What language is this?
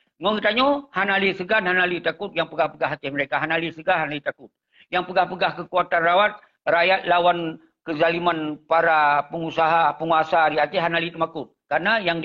Achinese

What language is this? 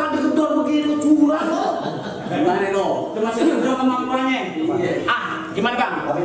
Betawi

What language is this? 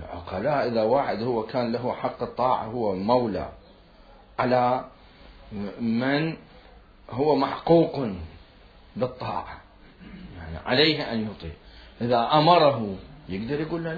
Mesopotamian Arabic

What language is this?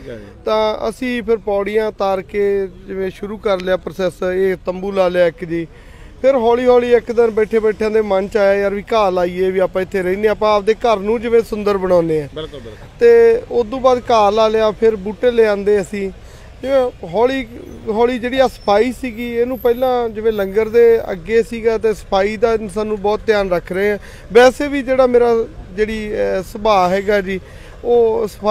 Punjabi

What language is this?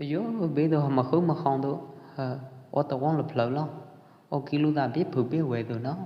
Pwo Eastern Karen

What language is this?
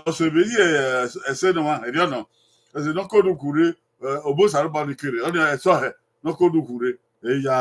Bini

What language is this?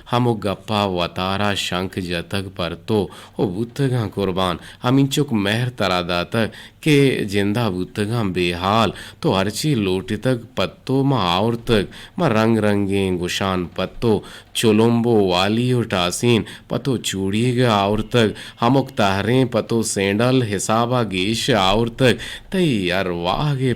Eastern Balochi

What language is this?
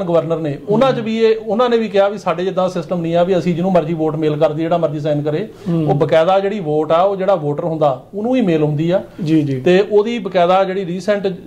Punjabi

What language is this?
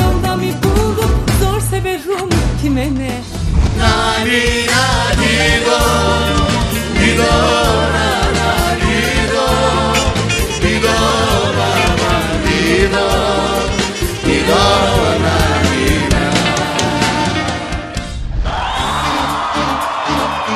Turkish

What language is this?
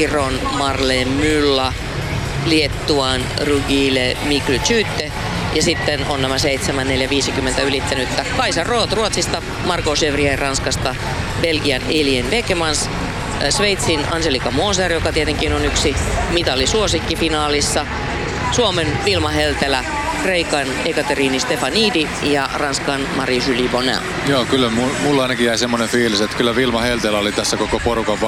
Finnish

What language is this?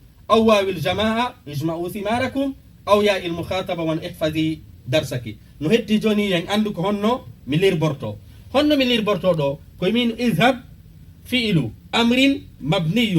Fula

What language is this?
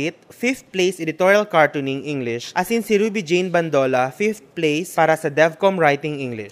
Bikol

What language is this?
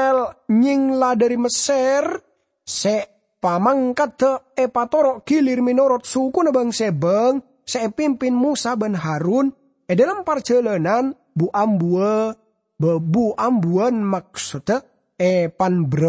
Madurese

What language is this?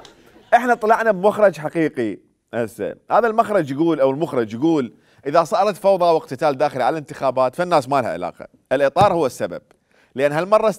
Mesopotamian Arabic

